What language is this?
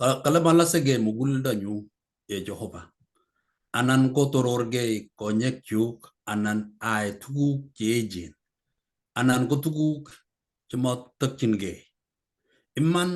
Kalenjin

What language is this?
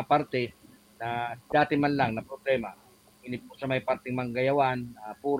Bikol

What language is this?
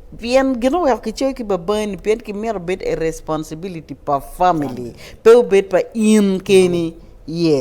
Acoli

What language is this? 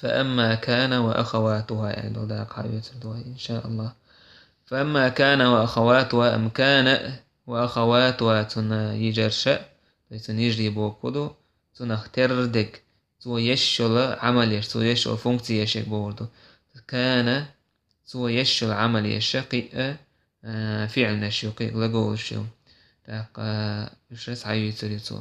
Chechen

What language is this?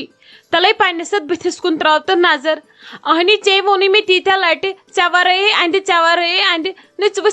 Kashmiri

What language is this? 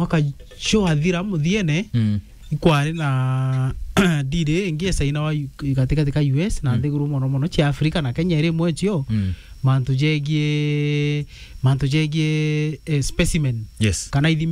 Meru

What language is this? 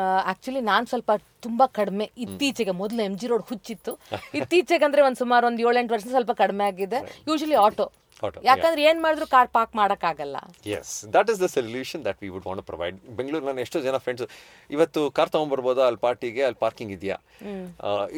Kannada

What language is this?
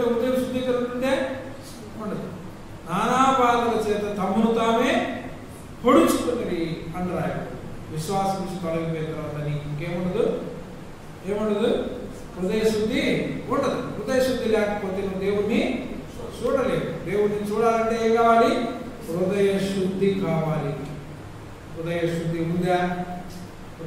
Telugu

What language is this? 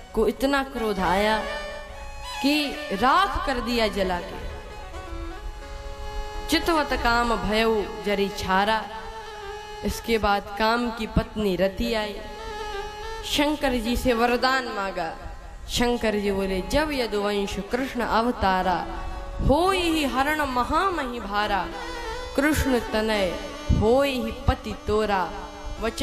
Hindi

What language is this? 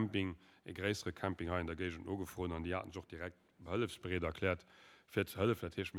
Luxembourgish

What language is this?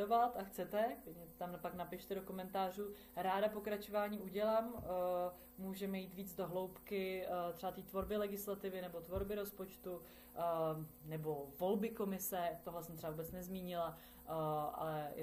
Czech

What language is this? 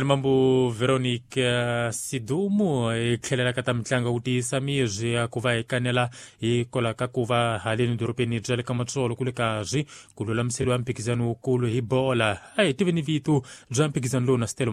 Tsonga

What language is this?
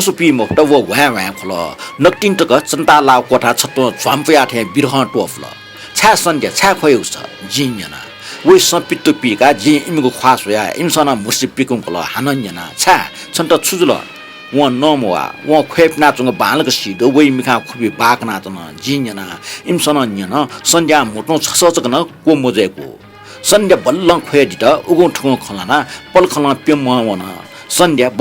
Newari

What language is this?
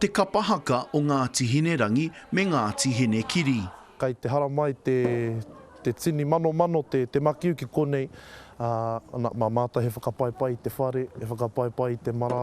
Māori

